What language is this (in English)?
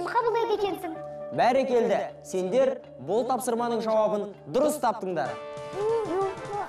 Kazakh